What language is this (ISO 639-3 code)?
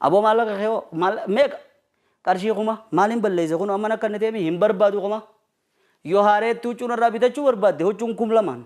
orm